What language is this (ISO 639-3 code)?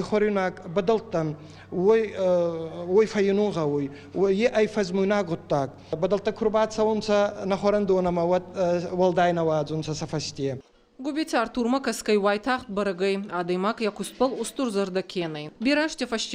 oss